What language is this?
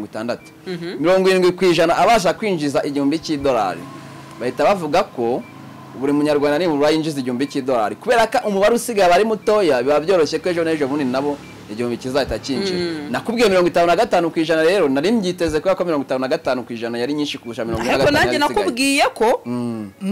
Kinyarwanda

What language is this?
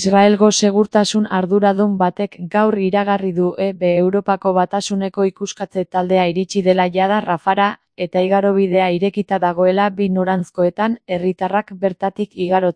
Basque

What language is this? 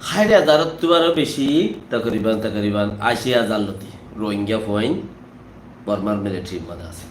Rohingya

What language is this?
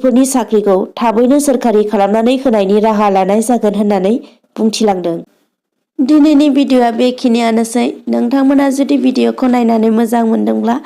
Bodo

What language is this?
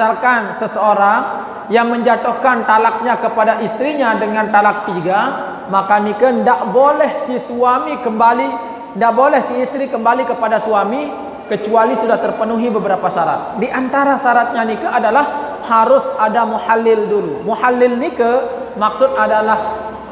Sasak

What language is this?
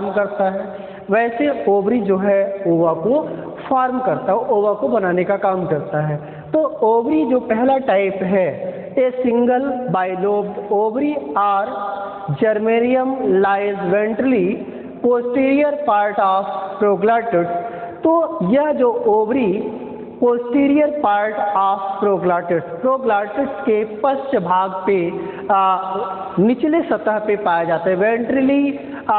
Hindi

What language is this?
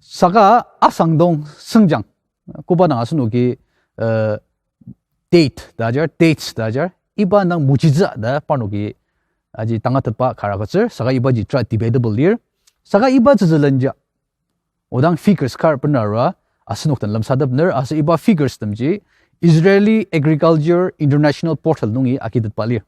Ao Naga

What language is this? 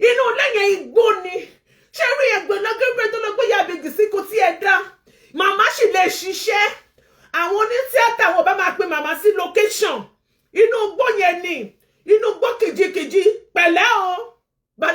Yoruba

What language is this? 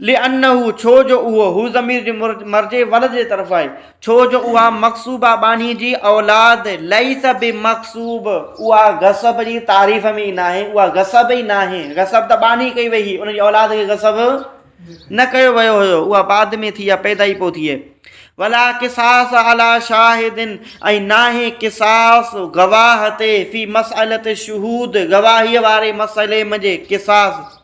Sindhi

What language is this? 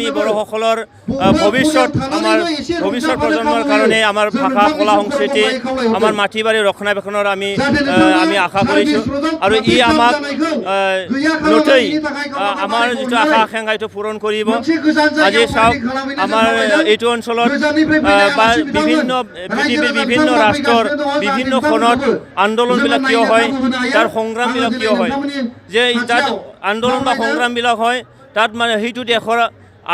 Assamese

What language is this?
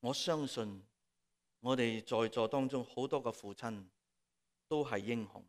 Cantonese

